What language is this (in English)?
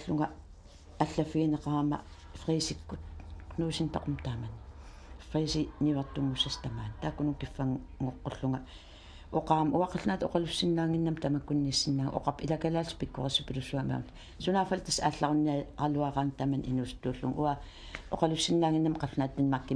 Kalaallisut